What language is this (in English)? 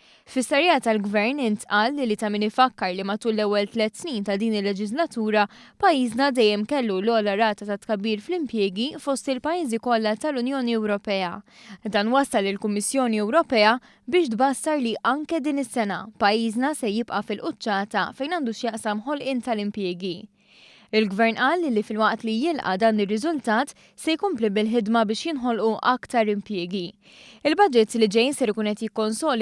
Maltese